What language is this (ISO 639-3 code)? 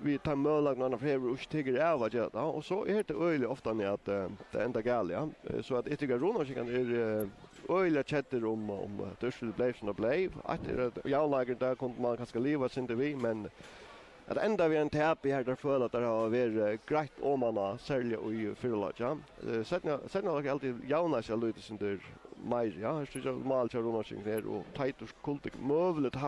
fao